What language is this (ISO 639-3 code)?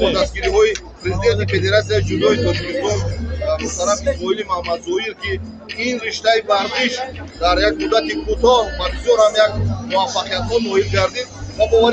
tgk